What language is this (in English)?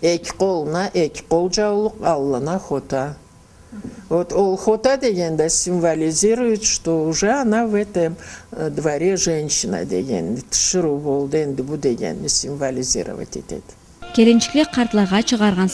Karachay-Balkar